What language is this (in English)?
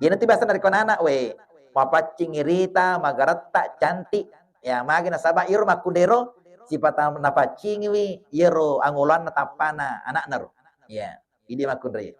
Buginese